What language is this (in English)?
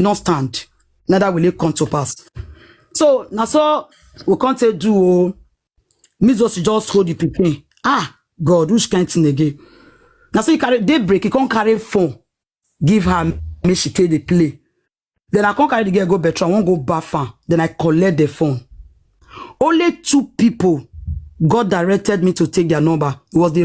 Nigerian Pidgin